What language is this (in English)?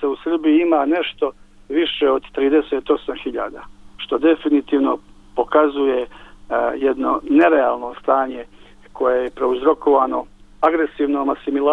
Bosnian